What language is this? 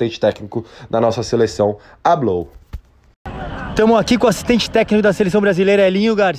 Portuguese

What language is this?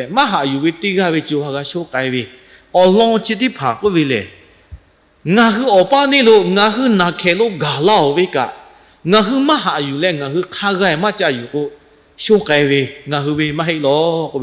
Lahu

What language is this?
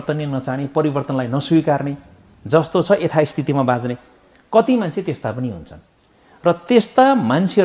Nepali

